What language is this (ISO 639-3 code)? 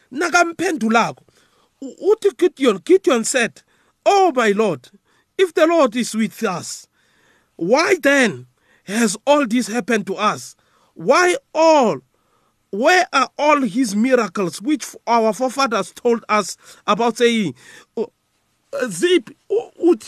nbl